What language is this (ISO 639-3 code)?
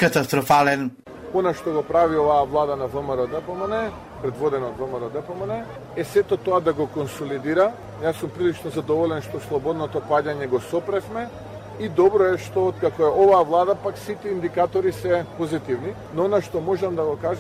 mkd